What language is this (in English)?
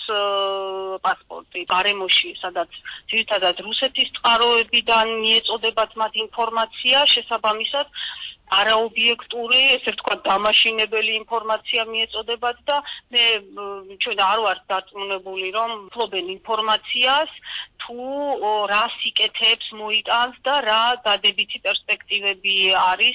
Georgian